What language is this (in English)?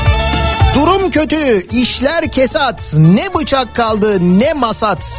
Turkish